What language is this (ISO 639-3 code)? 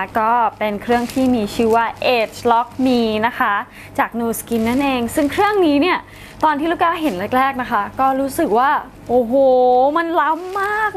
tha